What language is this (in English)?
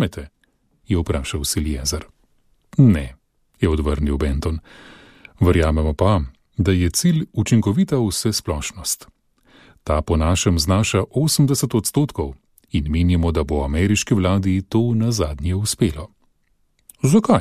Slovenian